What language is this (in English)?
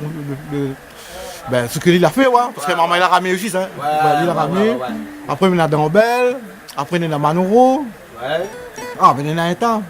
Réunion Creole French